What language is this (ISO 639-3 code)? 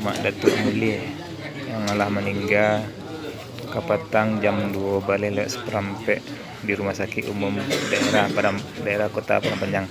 min